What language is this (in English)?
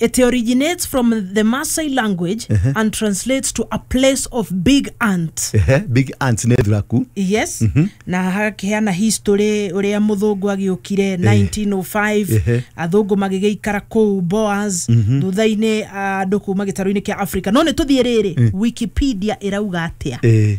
Kikuyu